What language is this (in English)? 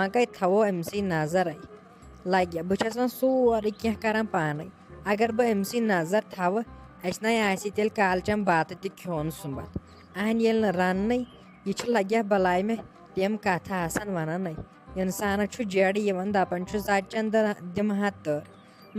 Kashmiri